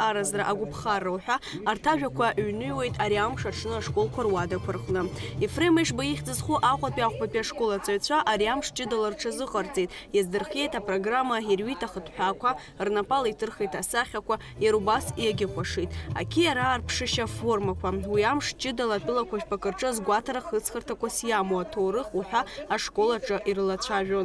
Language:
Abkhazian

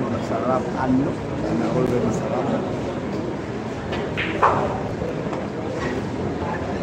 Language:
Filipino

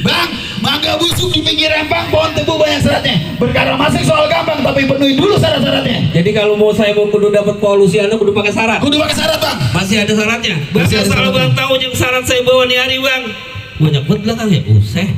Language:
Betawi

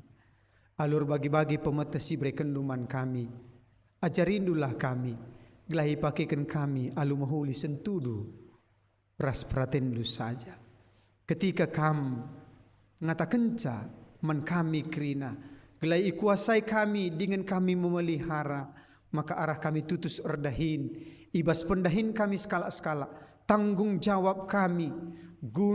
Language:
Batak Karo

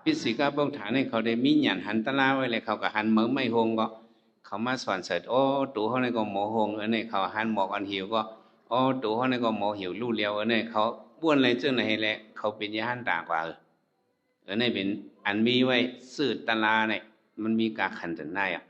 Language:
Shan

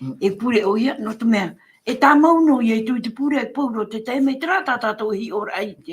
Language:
Tahitian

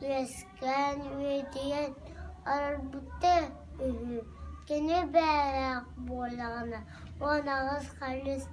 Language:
Yakut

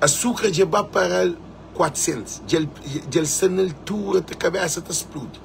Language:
Kabuverdianu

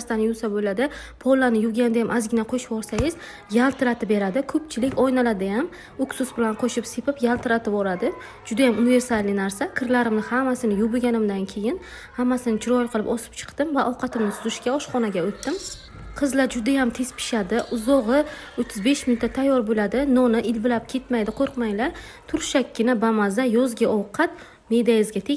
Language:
Uzbek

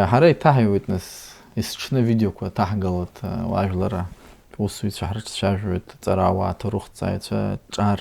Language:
Abkhazian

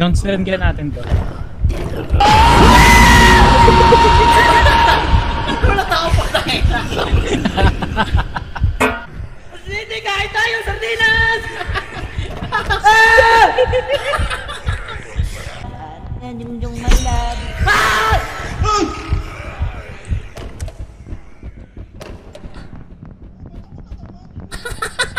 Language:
Filipino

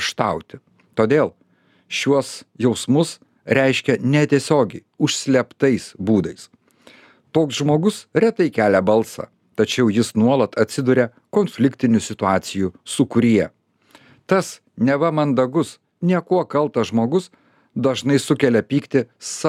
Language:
Lithuanian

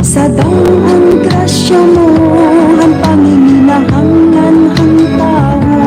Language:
Waray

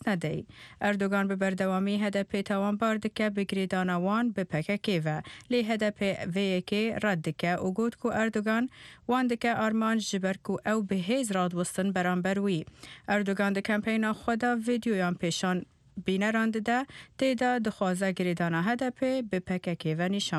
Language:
Kurdish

